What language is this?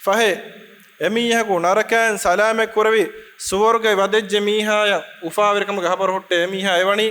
Divehi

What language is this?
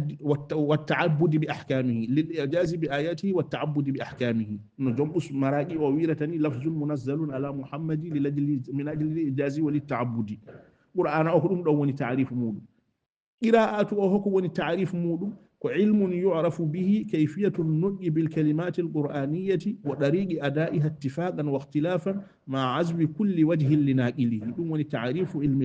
Fula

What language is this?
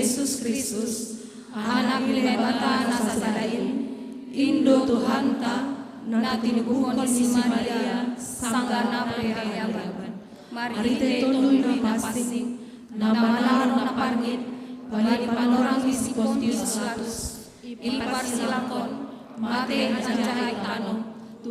Batak Simalungun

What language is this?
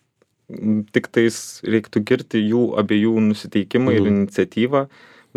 Lithuanian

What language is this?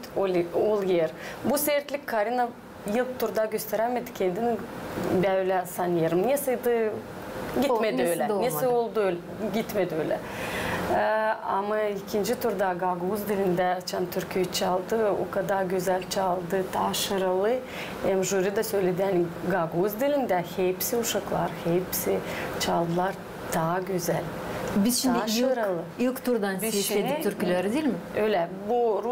Gagauz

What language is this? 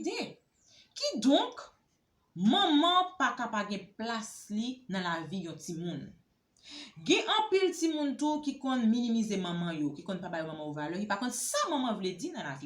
Haitian Creole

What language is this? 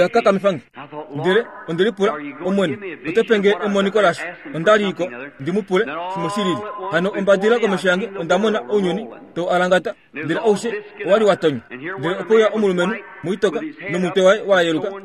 Kuanyama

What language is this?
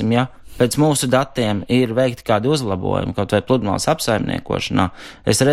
Latvian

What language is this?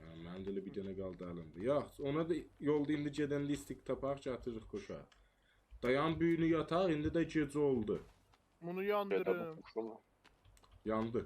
South Azerbaijani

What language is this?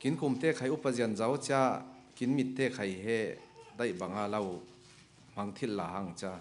Falam Chin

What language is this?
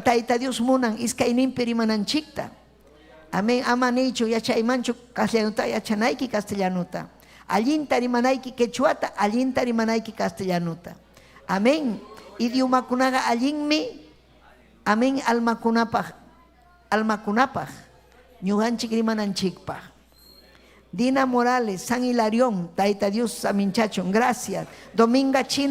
Ayacucho Quechua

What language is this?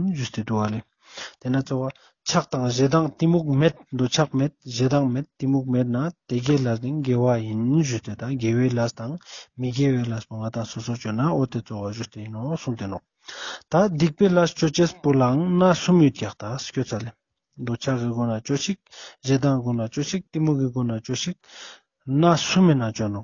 Ladakhi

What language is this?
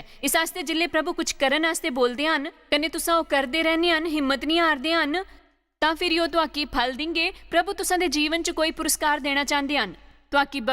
Dogri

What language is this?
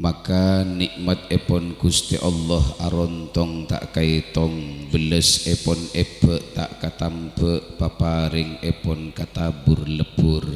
Madurese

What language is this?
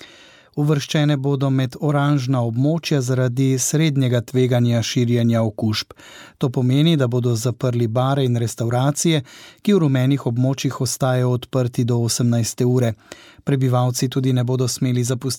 Slovenian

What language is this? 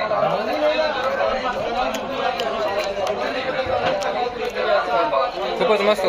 Marathi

